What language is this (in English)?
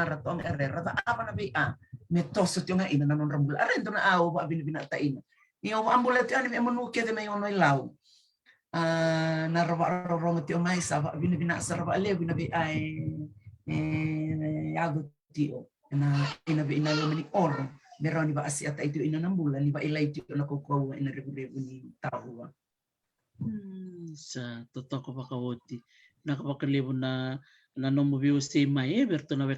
Fijian